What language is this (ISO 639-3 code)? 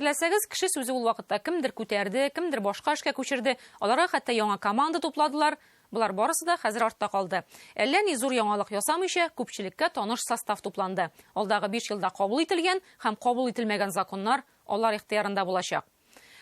tat